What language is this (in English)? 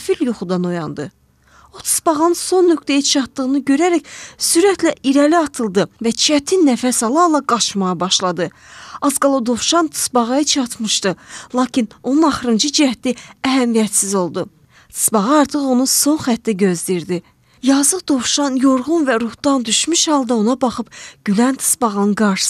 Azerbaijani